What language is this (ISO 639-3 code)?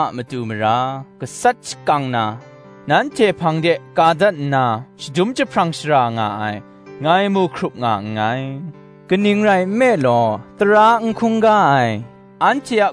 kac